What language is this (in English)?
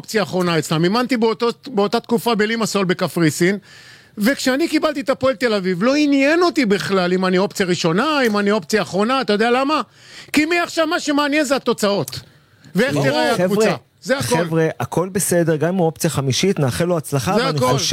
Hebrew